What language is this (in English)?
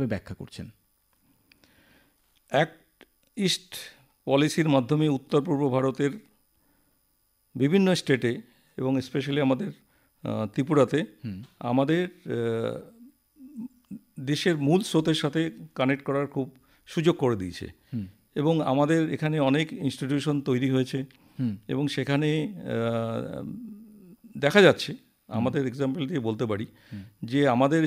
Bangla